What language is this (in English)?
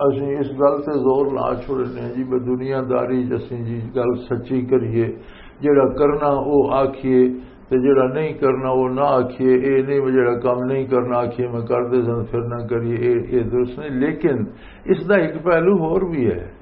Western Panjabi